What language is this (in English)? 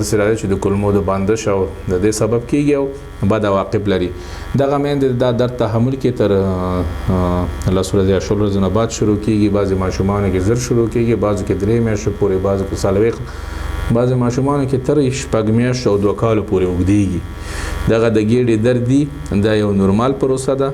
Pashto